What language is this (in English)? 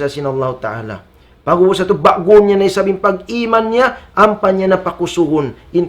Tausug